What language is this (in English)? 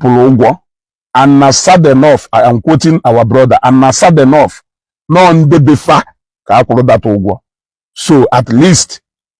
Igbo